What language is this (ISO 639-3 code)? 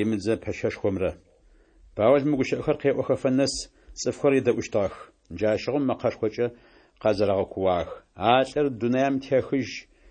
ady